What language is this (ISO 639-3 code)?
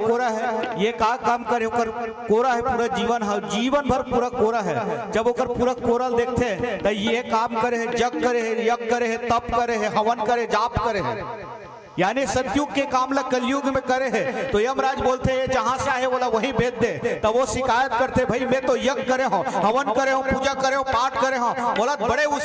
hne